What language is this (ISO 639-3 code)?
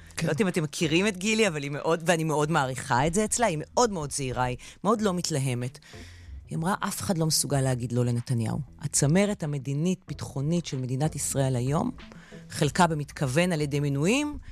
heb